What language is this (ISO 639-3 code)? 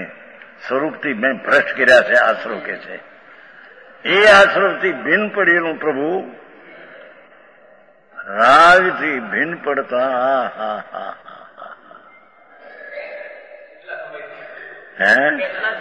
guj